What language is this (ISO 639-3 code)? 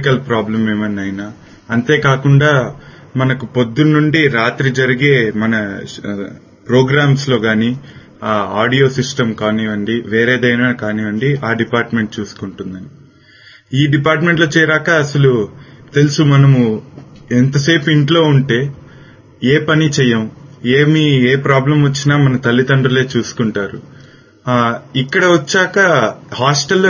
tel